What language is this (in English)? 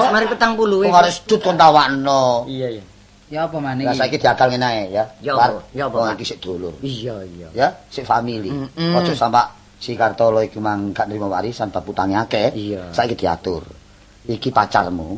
Javanese